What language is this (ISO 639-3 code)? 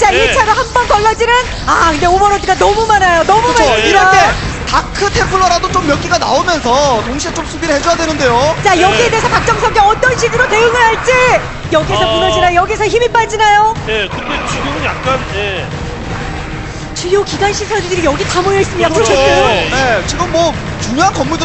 kor